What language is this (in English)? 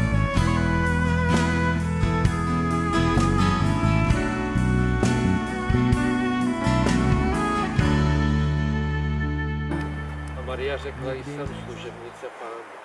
Czech